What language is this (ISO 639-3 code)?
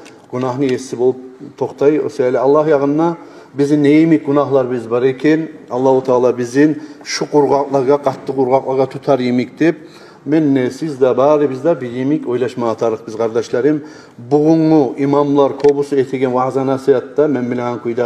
kum